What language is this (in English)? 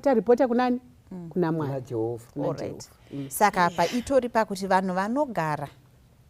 Shona